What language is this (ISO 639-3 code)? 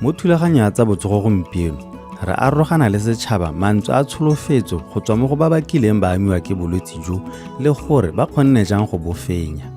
tsn